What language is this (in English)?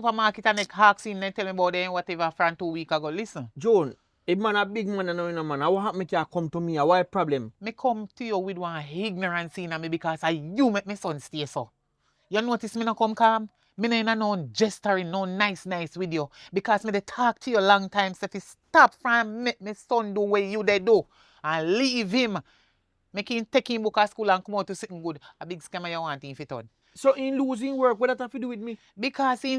Jamaican Creole English